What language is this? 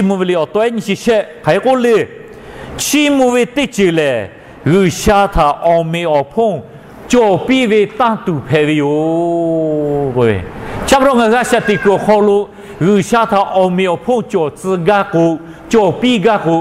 Lahu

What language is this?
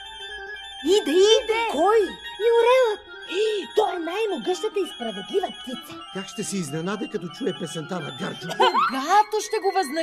Bulgarian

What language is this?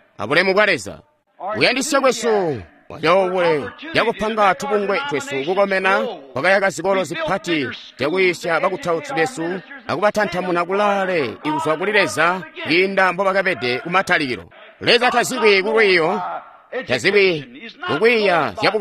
Tonga (Zambia)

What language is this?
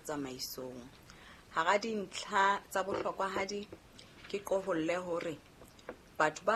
Southern Sotho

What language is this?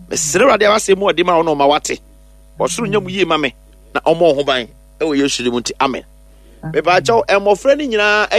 Akan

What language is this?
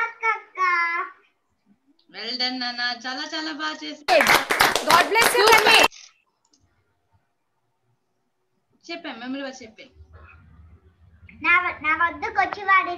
Telugu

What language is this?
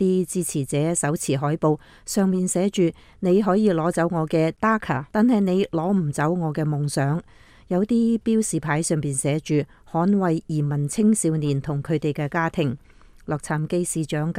Cantonese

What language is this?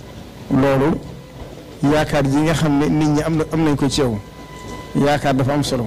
Wolof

